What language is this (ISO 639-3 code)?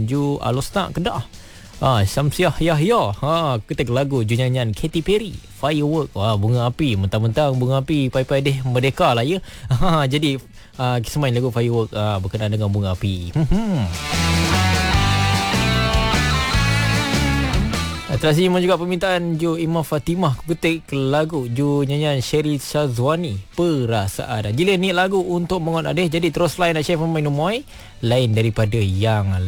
msa